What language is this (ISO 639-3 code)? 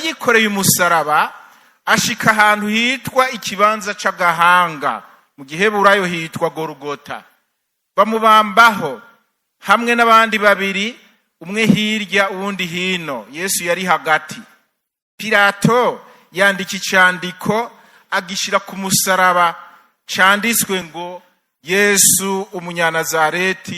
run